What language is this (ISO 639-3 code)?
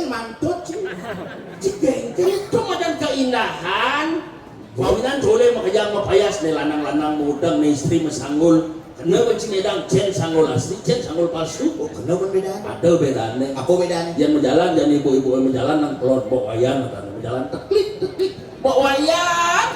ban